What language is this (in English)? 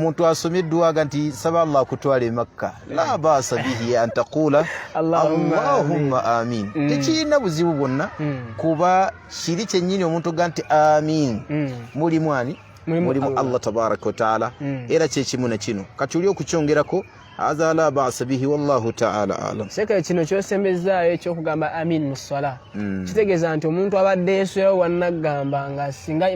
Ganda